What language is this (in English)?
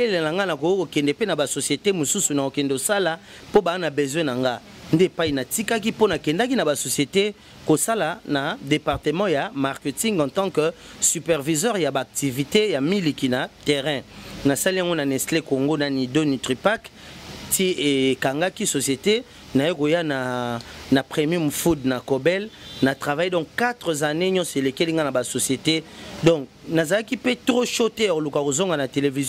Lingala